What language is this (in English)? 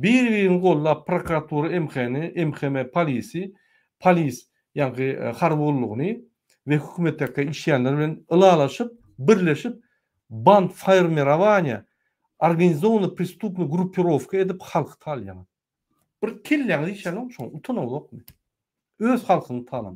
Turkmen